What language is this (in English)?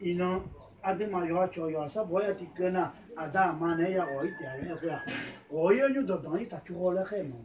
Akha